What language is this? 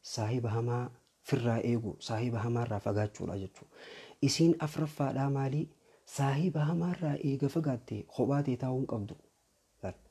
Oromo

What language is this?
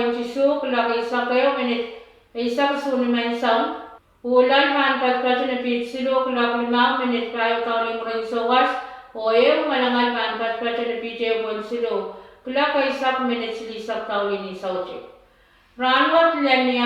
Pohnpeian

